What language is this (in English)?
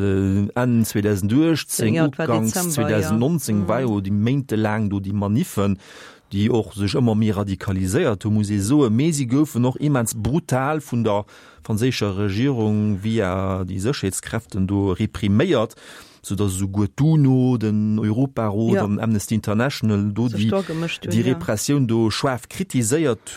Luxembourgish